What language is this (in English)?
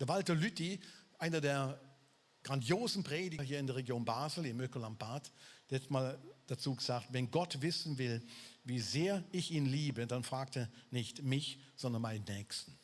Swiss German